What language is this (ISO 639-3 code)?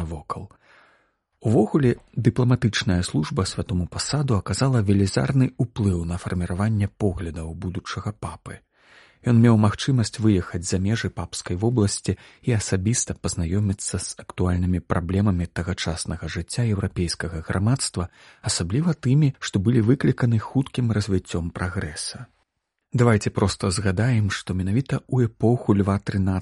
bel